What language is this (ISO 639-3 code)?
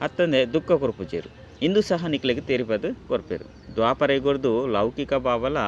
tcy